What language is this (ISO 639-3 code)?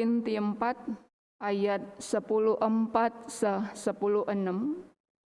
btx